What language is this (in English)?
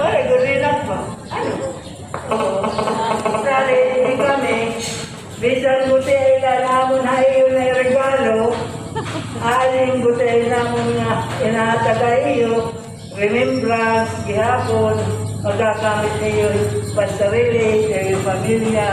Waray